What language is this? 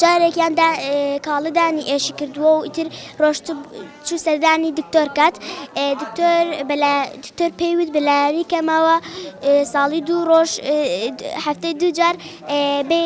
Central Kurdish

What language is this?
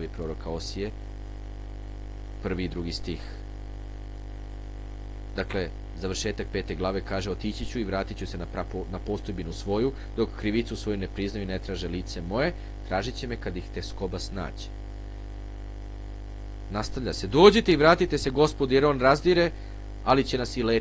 Serbian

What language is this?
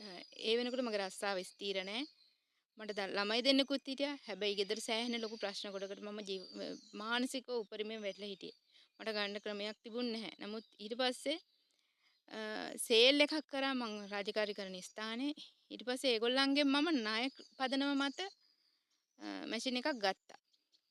Sinhala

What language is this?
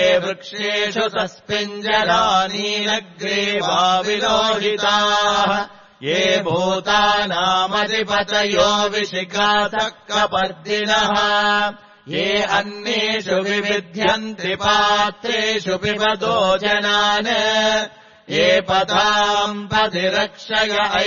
Sanskrit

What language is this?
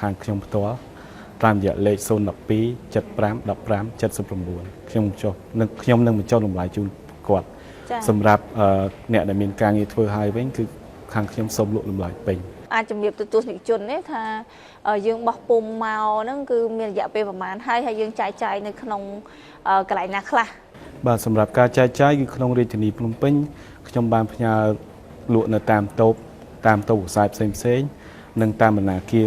Khmer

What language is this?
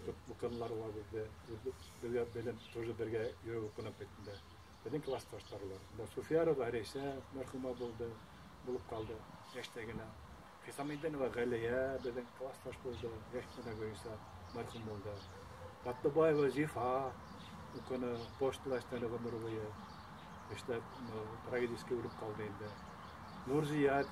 Bashkir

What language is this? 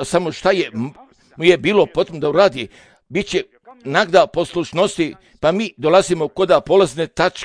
Serbian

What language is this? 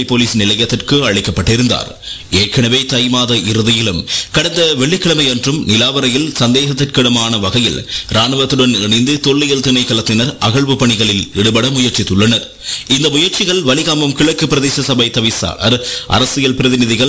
Tamil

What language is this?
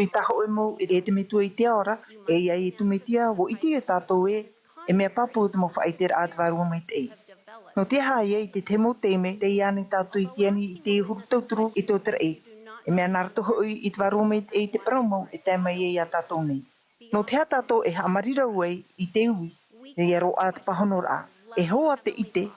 Tahitian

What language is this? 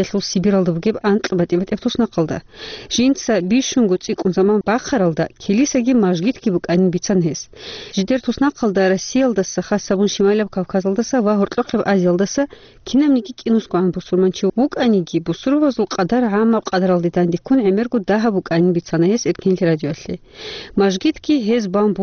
Avaric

